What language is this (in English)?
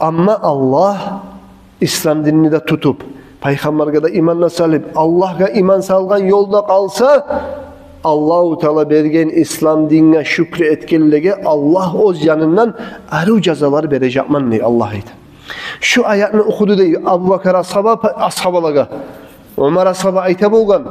Kumyk